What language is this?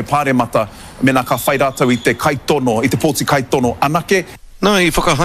Māori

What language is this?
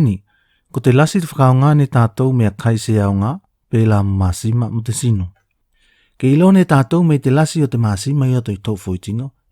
Tuvalu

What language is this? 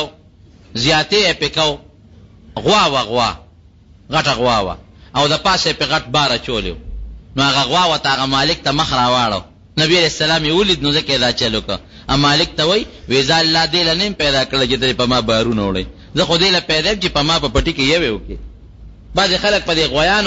Pashto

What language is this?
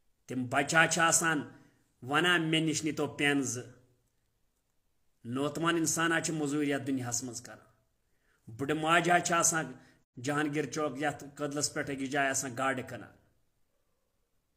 Kashmiri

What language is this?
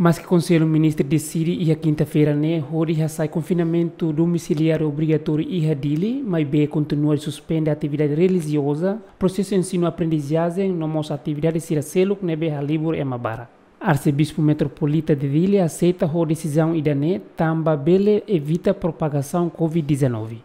Tetum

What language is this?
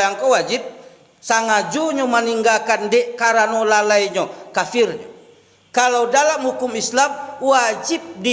Minangkabau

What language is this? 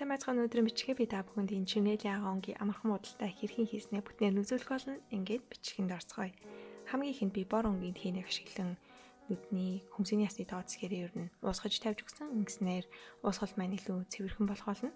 Mongolian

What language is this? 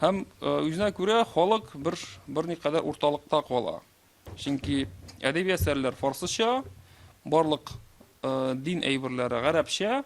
Tatar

